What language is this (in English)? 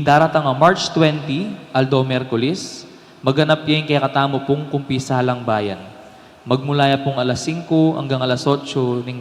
Pampanga